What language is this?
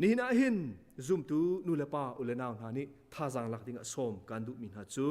Hakha Chin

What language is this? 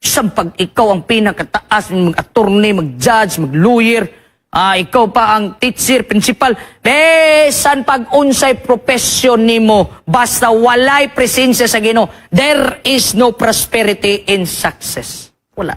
Cebuano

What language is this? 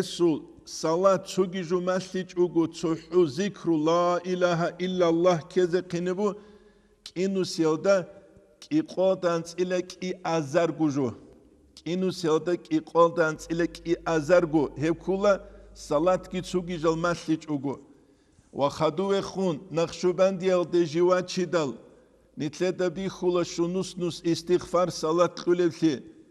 Avaric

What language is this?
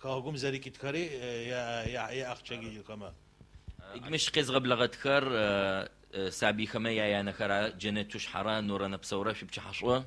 Adyghe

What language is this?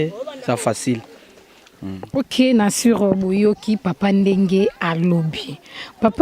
Lingala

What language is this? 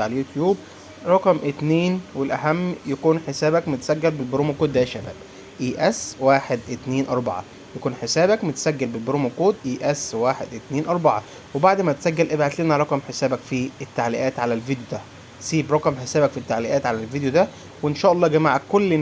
Egyptian Arabic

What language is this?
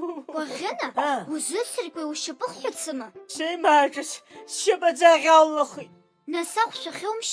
Abkhazian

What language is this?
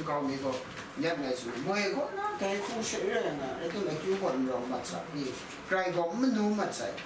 Kachin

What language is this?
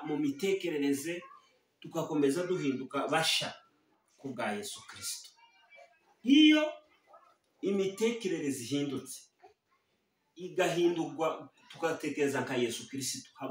Kinyarwanda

